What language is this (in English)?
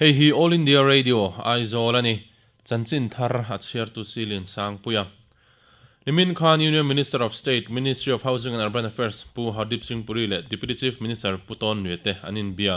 Mizo